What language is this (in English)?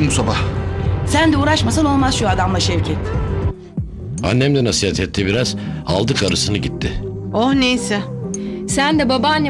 Turkish